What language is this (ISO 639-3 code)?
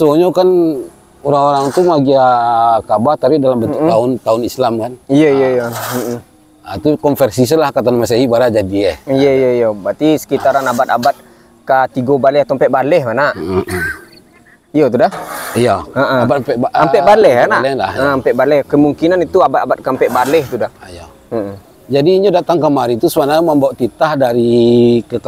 min